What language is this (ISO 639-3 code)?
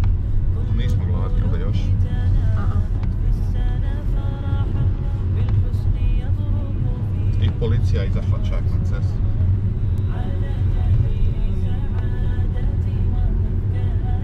bos